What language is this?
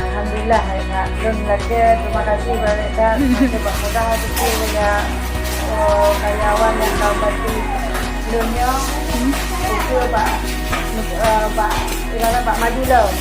Achinese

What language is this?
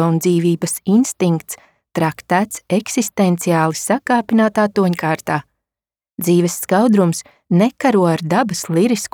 Latvian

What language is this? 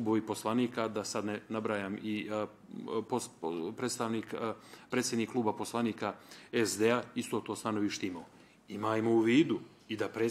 Bosnian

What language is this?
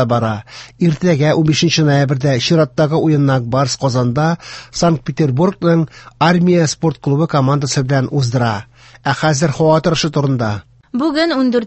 Tatar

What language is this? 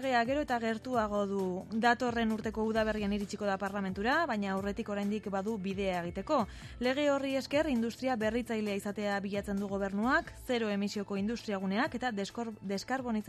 Basque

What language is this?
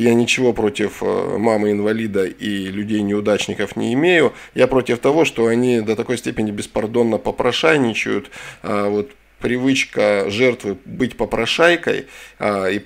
Russian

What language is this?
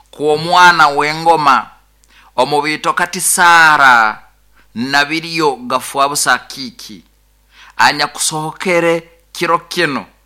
Nyoro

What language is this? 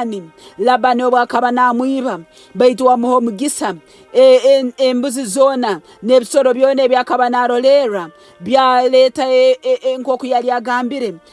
Nyoro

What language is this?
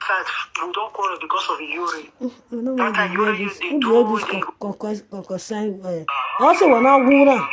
Nigerian Pidgin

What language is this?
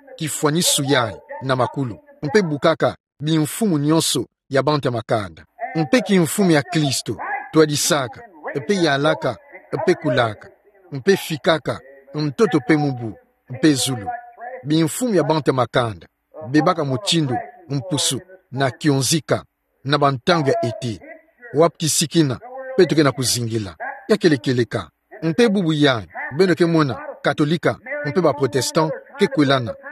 Kituba (Democratic Republic of Congo)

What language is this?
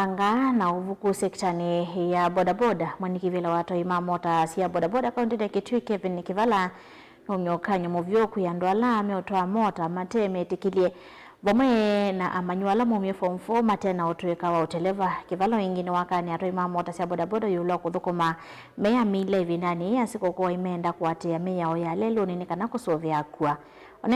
Kamba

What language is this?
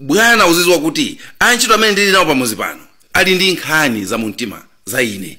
Nyanja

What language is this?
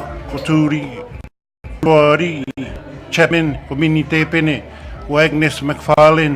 Māori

